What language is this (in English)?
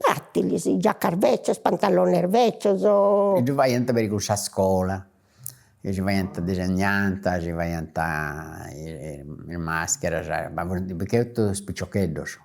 Sardinian